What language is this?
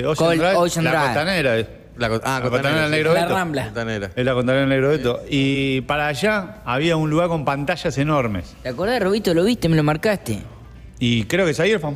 Spanish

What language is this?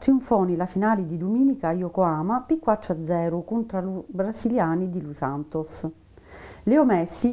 Sicilian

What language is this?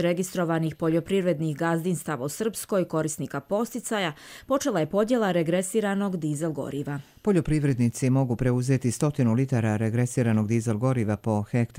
Bosnian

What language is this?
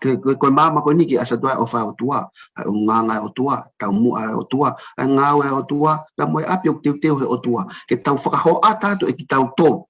Tongan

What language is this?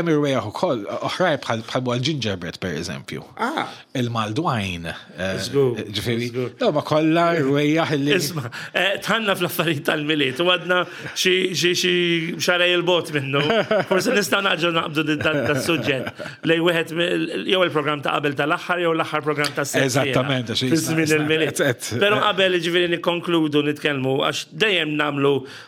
Maltese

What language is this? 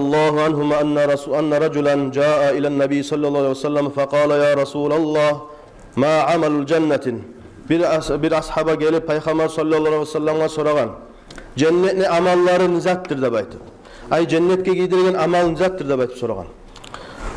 Kumyk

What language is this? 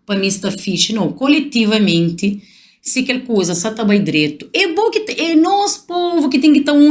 Kabuverdianu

